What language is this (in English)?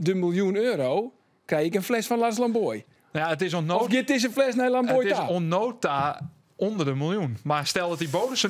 Western Frisian